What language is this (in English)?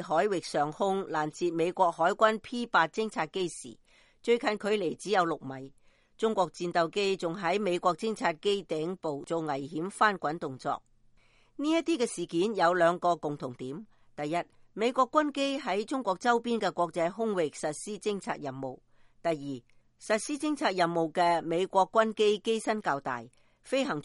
Cantonese